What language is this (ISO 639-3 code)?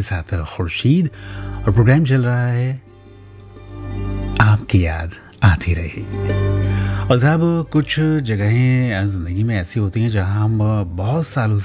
hin